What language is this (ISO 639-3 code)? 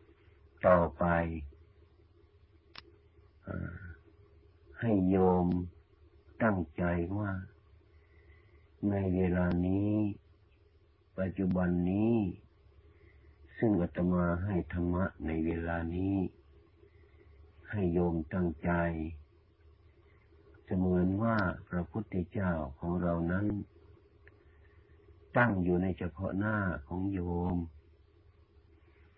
tha